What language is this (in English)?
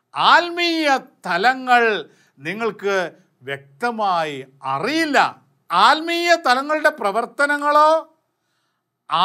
Malayalam